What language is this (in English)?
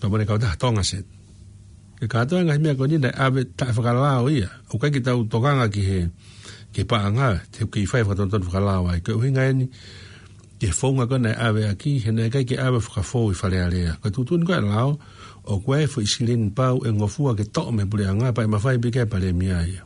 Tongan